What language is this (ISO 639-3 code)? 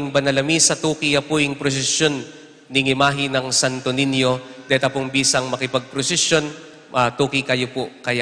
pam